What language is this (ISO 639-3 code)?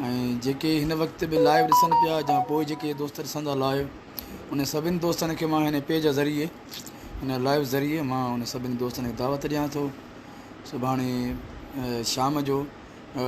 snd